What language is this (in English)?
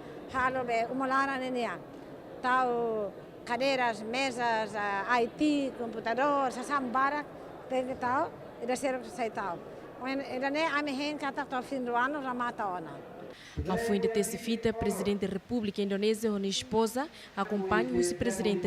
Tetum